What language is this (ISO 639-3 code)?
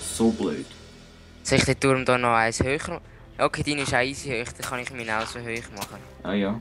gsw